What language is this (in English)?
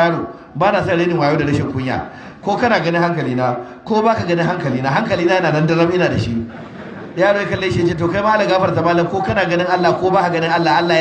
Hausa